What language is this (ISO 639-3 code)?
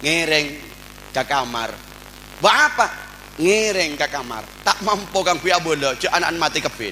mad